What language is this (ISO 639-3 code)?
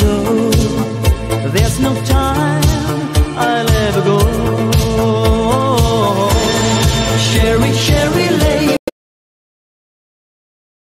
eng